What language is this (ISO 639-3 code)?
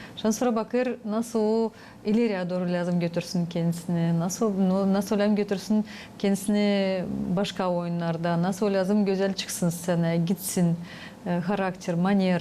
gag